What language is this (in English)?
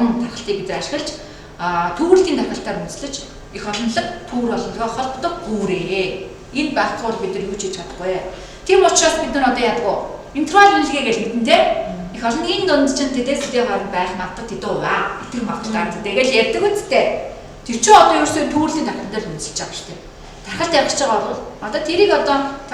Mongolian